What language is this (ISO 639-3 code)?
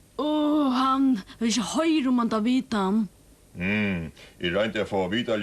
fao